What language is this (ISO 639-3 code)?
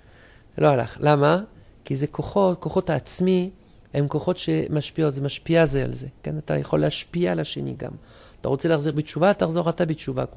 heb